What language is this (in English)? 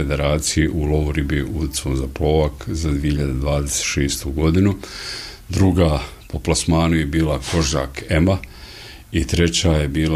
Bosnian